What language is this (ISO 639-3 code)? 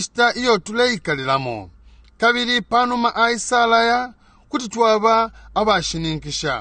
bem